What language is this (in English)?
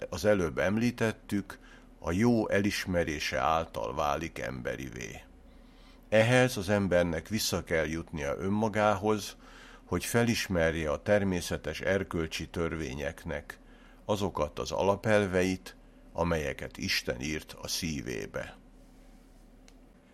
Hungarian